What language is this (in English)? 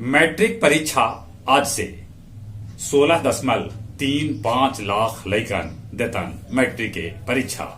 Magahi